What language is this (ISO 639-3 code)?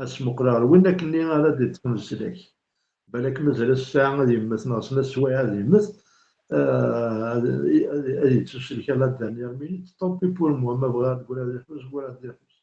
kab